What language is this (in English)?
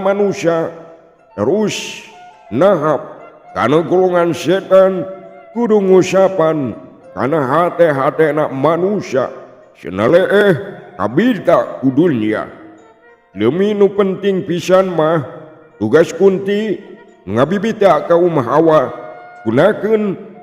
Sundanese